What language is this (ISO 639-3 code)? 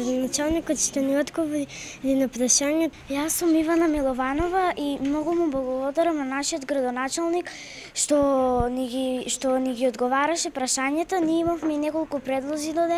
mkd